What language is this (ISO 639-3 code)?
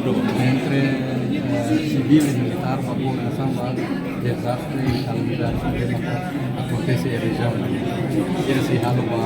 tet